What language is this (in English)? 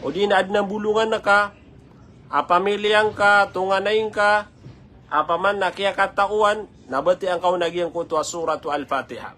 Maranao